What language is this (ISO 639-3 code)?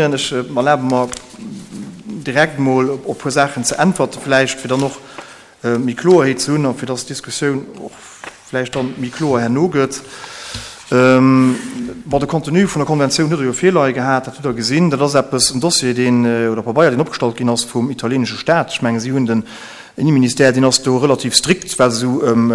ltz